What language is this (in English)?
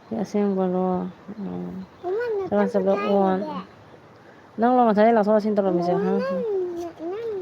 Manipuri